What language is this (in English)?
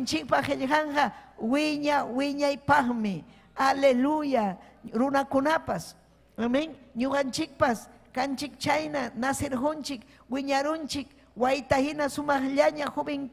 Ayacucho Quechua